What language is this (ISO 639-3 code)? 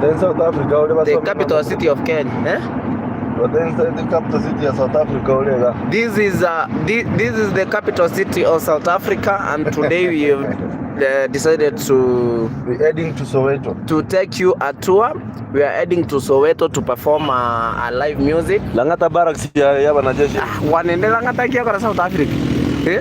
guz